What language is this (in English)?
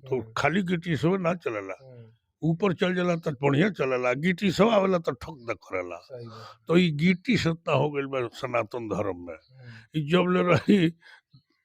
Bhojpuri